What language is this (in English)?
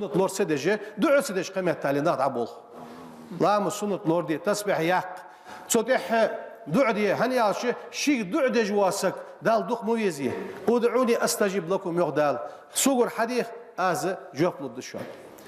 Ingush